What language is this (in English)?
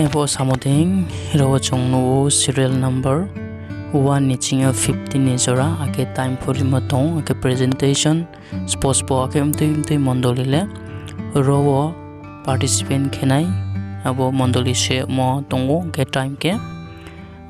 Riang (India)